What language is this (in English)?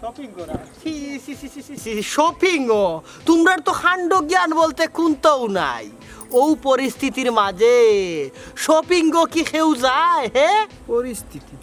Sylheti